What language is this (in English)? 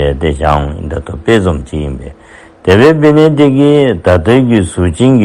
Dzongkha